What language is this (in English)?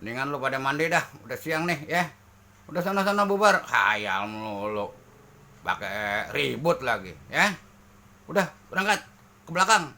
Betawi